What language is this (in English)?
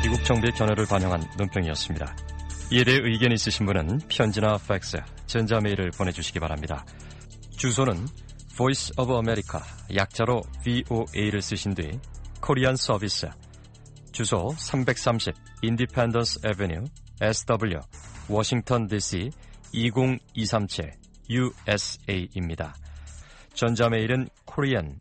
Korean